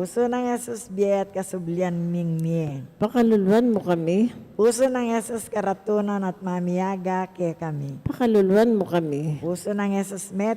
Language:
Pampanga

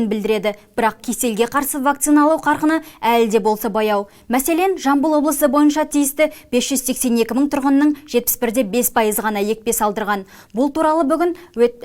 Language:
Kazakh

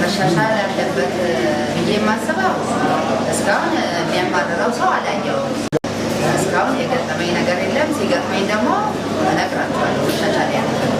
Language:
Amharic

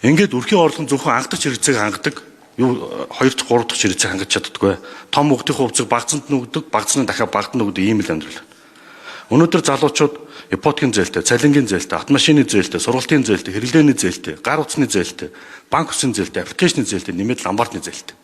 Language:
Mongolian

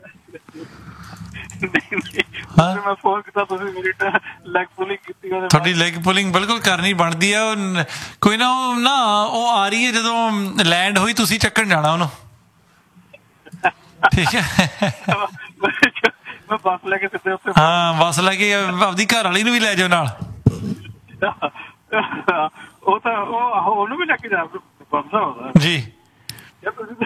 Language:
Punjabi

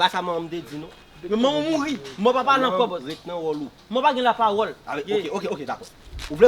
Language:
Haitian Creole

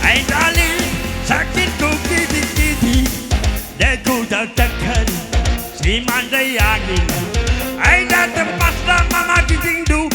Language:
Batak Karo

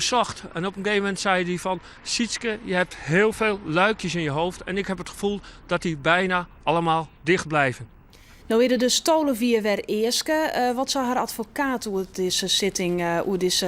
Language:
Western Frisian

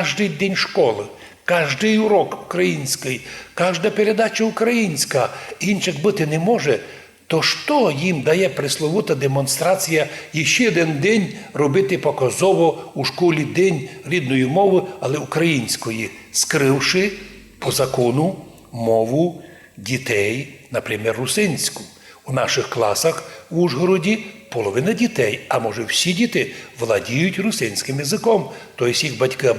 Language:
Rusyn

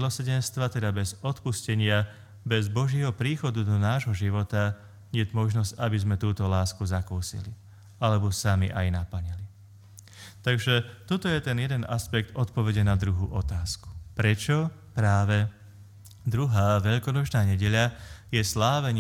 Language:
Slovak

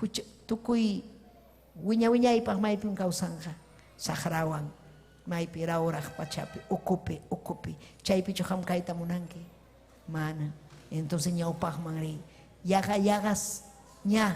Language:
Ayacucho Quechua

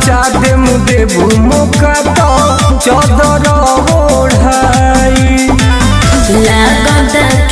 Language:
Bhojpuri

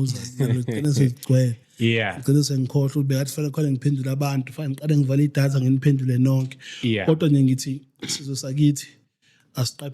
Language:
Zulu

